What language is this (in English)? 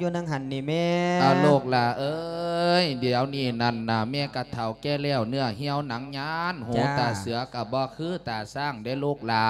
Lao